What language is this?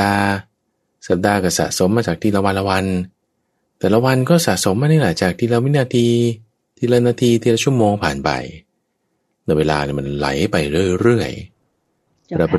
Thai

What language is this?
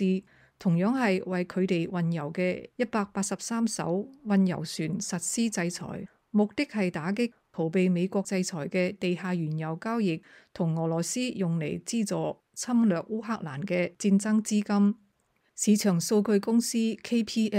Cantonese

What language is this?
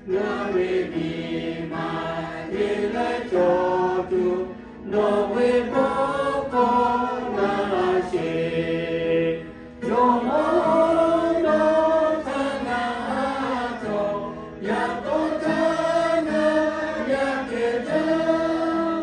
Lahu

